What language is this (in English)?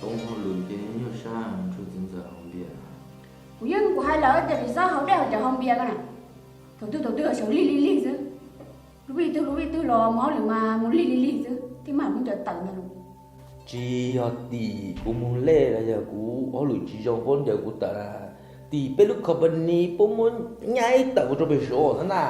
Hmong